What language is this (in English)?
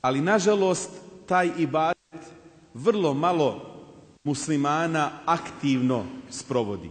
Bosnian